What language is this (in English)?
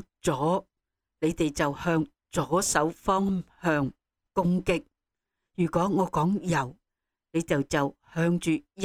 Cantonese